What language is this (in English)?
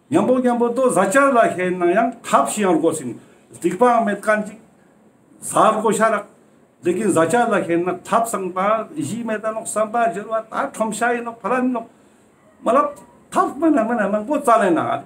Ladakhi